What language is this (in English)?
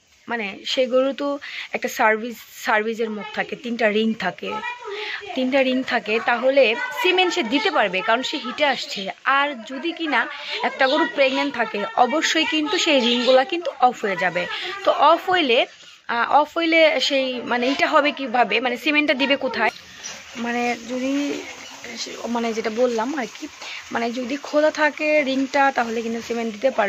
Bangla